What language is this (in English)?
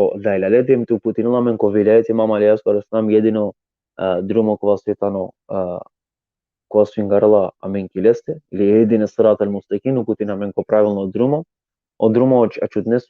Balkan Romani